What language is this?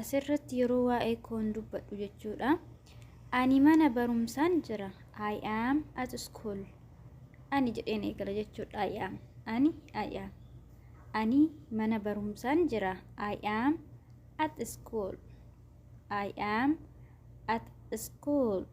Oromo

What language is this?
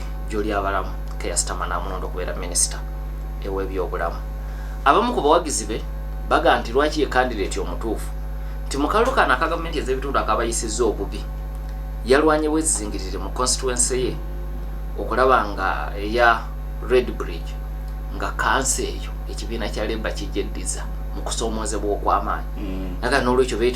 Ganda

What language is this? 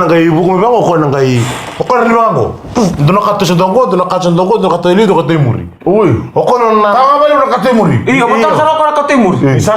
Fijian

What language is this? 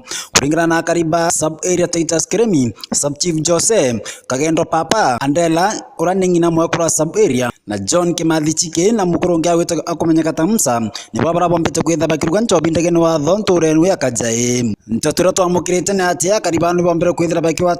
Meru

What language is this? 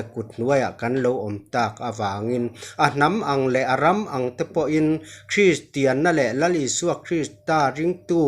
Mizo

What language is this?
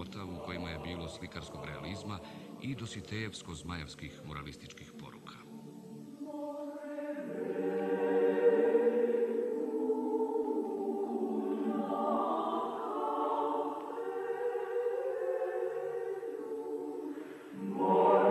Serbian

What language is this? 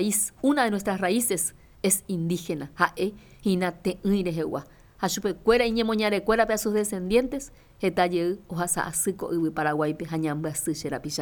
Guarani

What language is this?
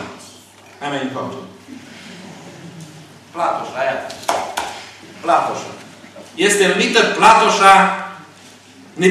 Romanian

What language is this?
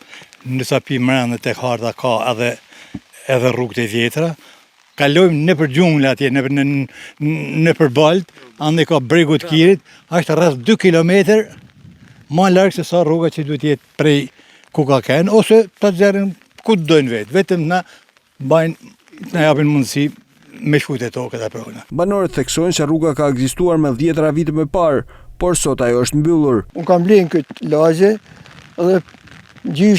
Albanian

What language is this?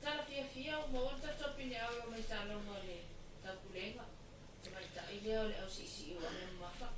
Samoan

